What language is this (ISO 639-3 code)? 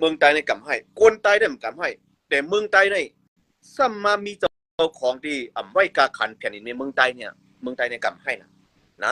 shn